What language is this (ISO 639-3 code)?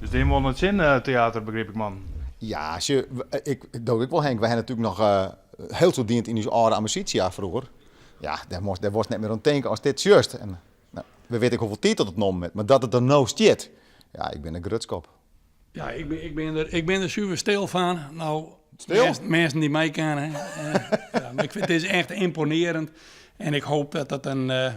fry